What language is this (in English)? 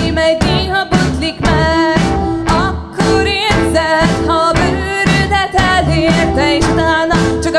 Hungarian